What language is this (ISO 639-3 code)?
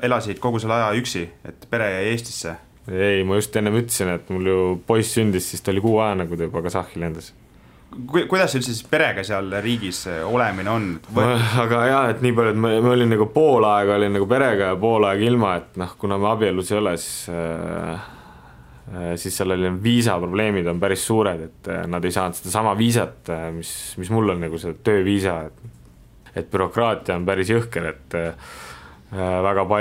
est